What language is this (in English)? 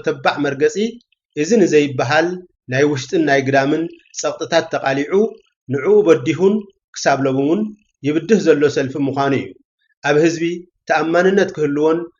Tigrinya